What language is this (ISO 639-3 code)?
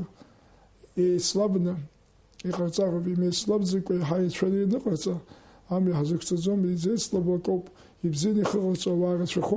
abk